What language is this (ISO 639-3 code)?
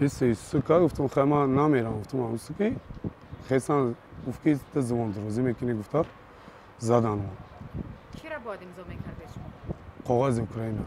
tgk